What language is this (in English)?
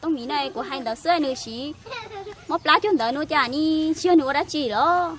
Hmong